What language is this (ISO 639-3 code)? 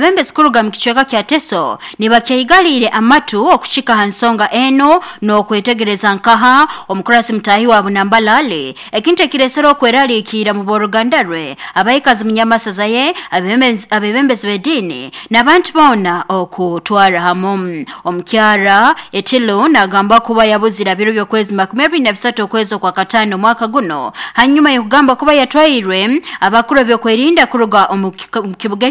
nyo